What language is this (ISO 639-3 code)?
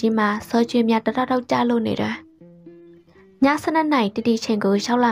mya